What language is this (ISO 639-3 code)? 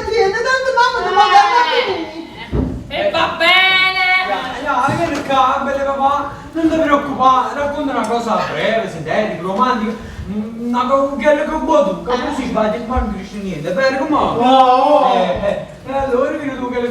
nap